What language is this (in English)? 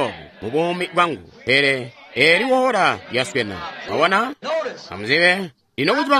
Tonga (Zambia)